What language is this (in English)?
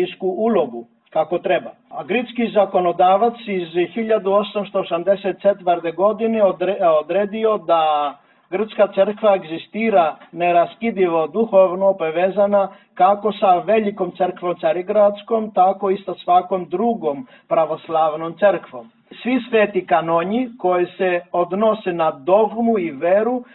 Serbian